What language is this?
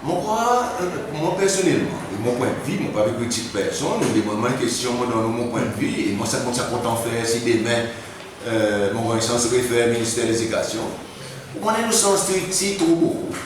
Seselwa Creole French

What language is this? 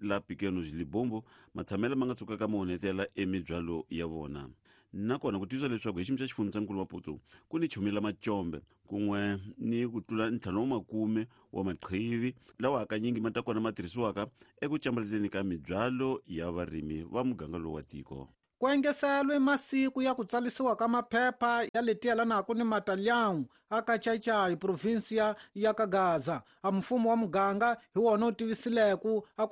Tsonga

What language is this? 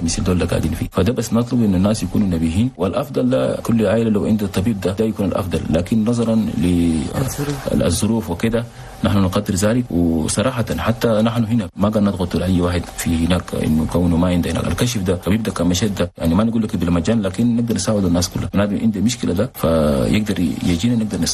Chadian Arabic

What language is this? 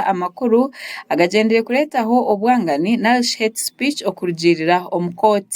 Nyankole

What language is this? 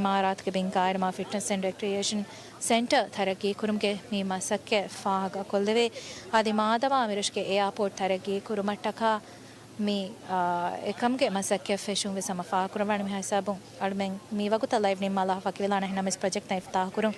Divehi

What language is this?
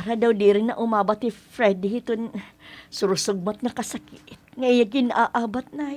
Waray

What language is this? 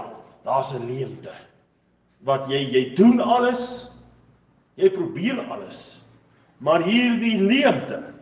Afrikaans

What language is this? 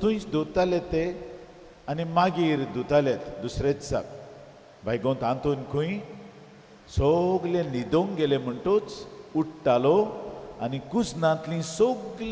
Konkani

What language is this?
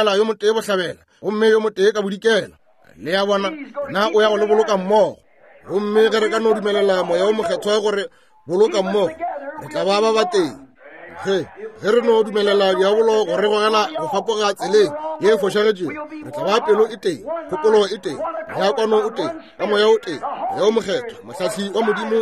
Northern Sotho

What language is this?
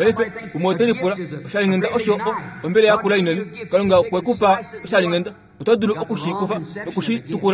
Kuanyama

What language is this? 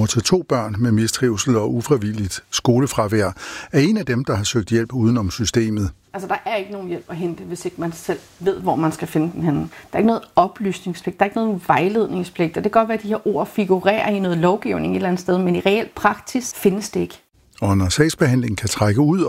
Danish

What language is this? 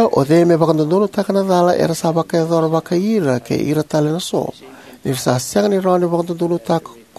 Fijian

